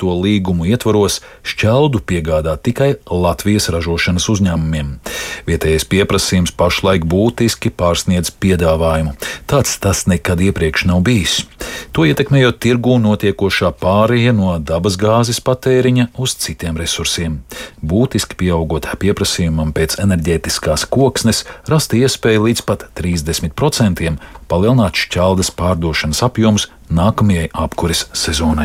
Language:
Latvian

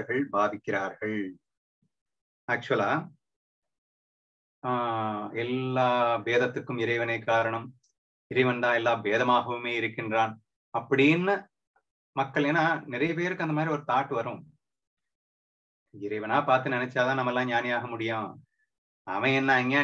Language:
Tamil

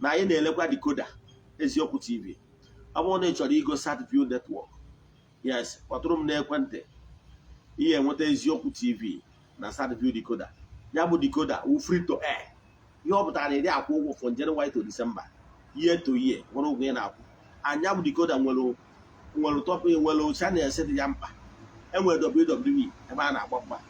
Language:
Igbo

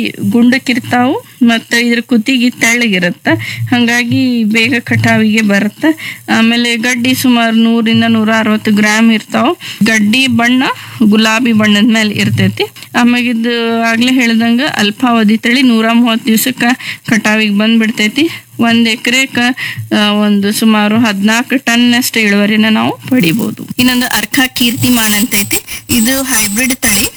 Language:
Kannada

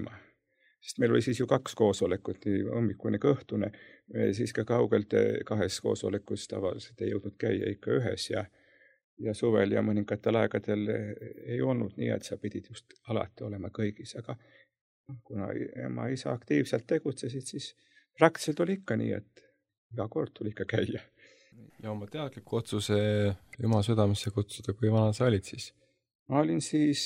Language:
Estonian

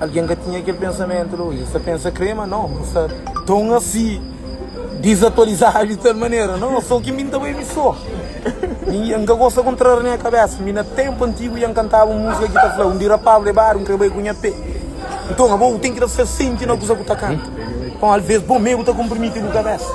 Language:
Kabuverdianu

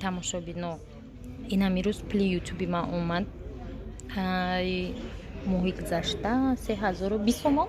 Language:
Tajik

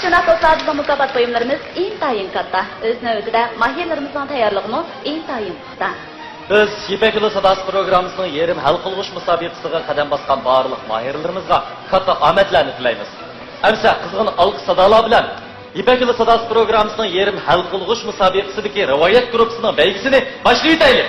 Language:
Uyghur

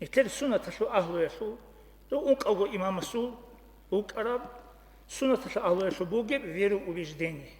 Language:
Avaric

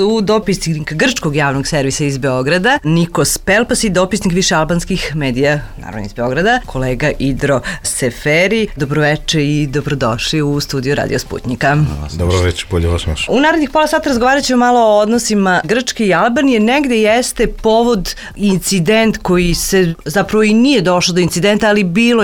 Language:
Serbian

